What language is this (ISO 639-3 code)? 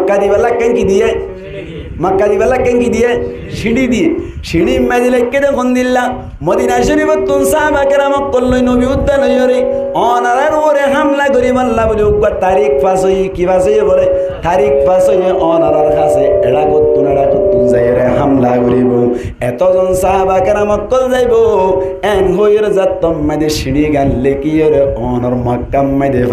rhg